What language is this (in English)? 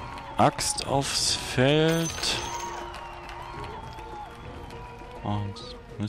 German